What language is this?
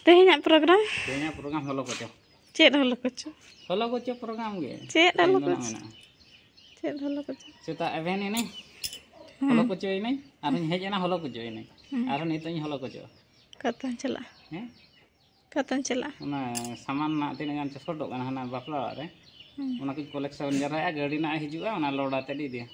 Santali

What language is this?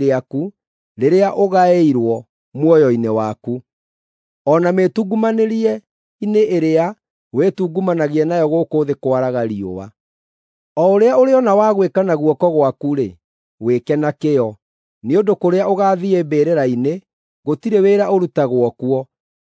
Kikuyu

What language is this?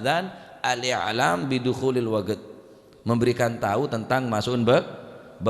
Madurese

